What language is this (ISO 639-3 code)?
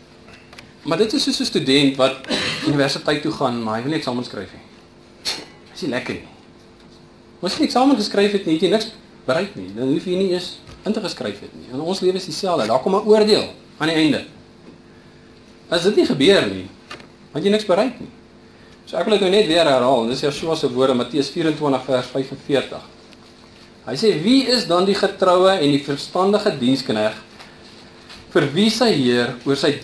afr